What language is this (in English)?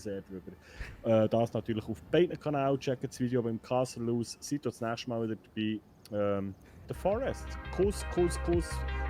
Swiss German